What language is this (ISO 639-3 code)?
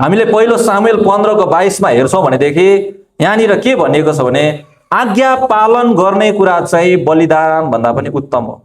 nep